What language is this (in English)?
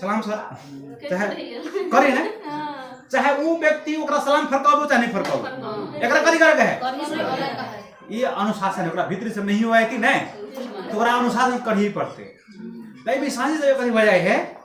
Maithili